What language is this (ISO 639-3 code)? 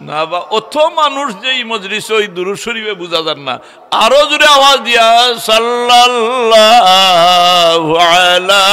syl